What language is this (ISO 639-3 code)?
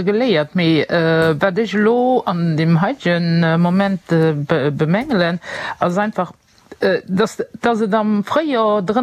ltz